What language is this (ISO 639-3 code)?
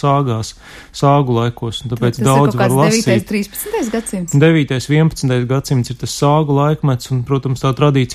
lav